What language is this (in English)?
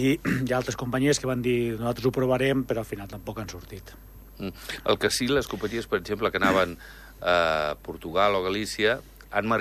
Catalan